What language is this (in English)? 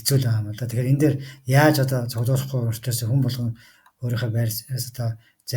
Mongolian